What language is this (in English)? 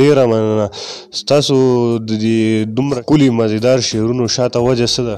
Pashto